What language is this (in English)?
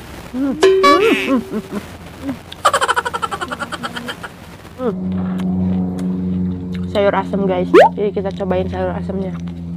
Indonesian